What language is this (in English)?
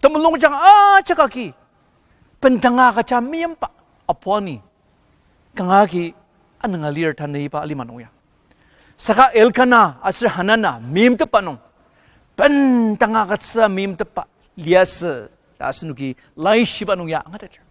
Ao Naga